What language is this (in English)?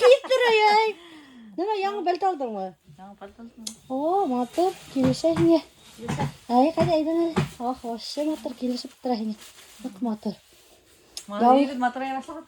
Bashkir